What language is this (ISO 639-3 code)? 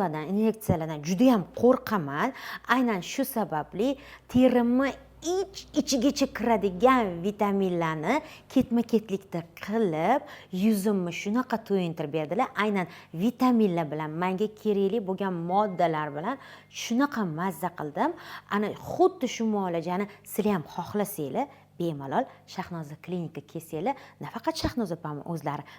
uzb